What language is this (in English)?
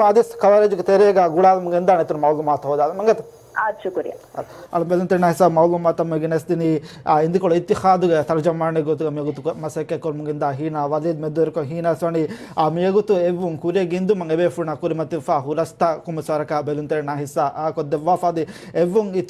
Divehi